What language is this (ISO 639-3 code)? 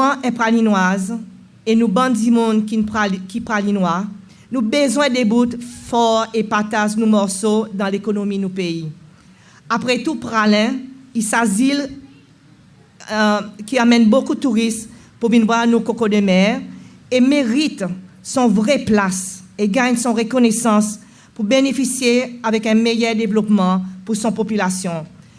crs